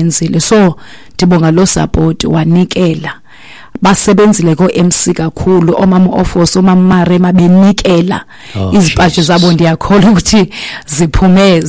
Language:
Xhosa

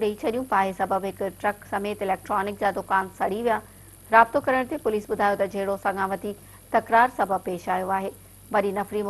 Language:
Sindhi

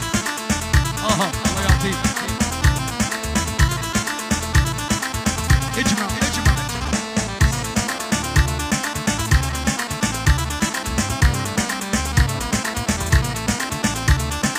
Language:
South Levantine Arabic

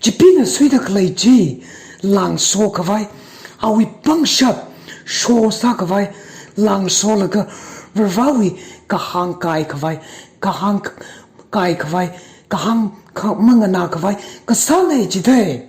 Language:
Tangkhul Naga (India)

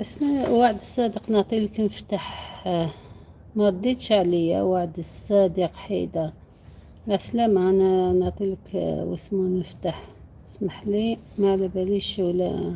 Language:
Algerian Arabic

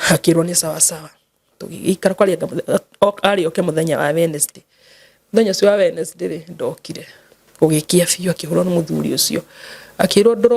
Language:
Kikuyu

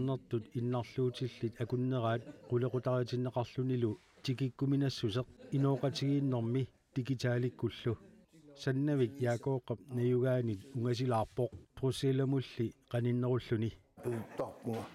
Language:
Kalaallisut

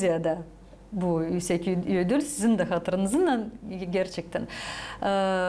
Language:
Gagauz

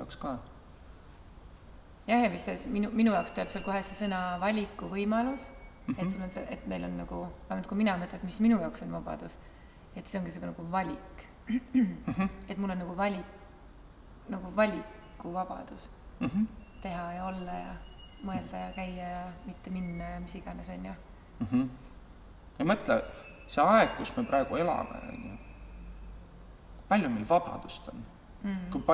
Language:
Estonian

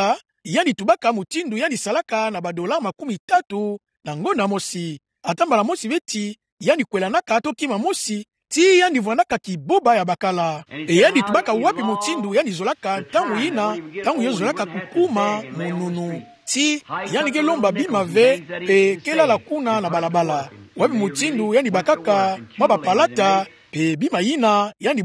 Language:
Kituba (Democratic Republic of Congo)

